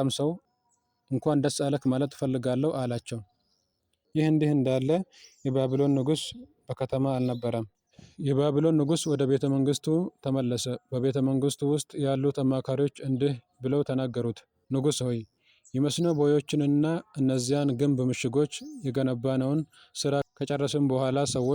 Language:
Amharic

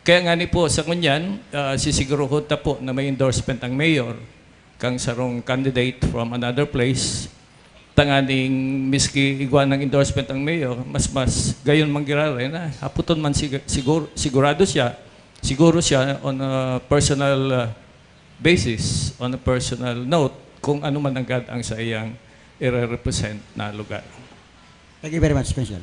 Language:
Bikol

